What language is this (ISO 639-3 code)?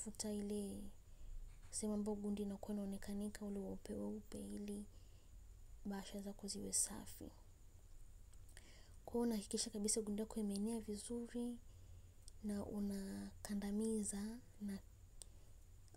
swa